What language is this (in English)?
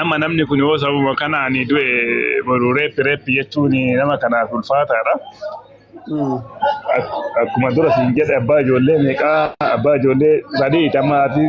Oromo